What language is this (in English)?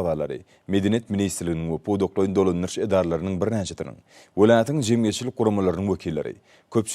Turkmen